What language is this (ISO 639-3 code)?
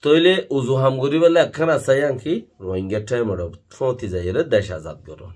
rhg